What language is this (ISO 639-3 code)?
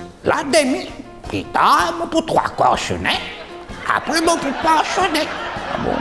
mfe